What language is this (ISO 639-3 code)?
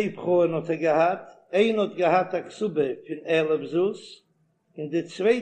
yid